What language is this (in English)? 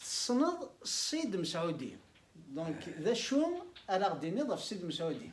Kabyle